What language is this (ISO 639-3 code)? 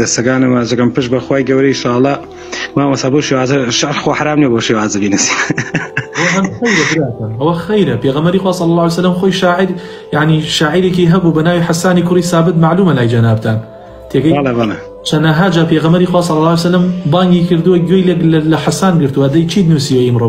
ckb